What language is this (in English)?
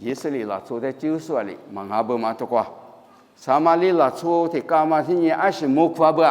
Lisu